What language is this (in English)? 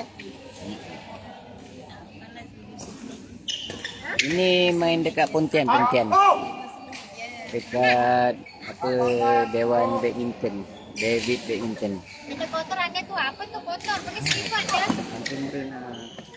Malay